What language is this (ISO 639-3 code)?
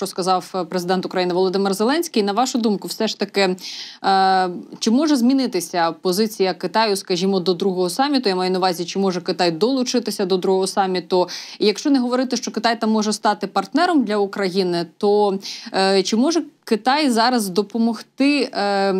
ukr